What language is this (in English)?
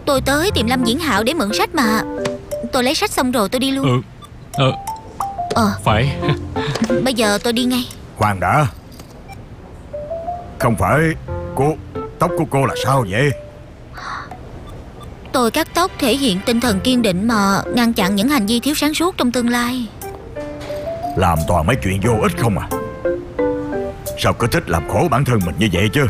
Vietnamese